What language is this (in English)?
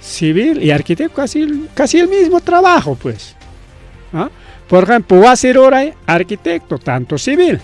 Ayacucho Quechua